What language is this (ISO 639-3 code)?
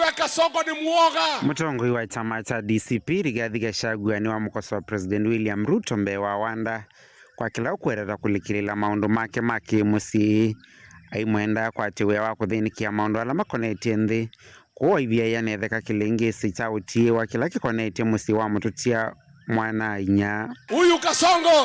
kam